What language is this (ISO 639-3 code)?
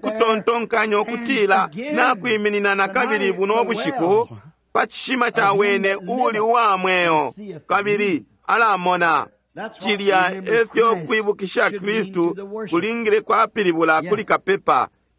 bem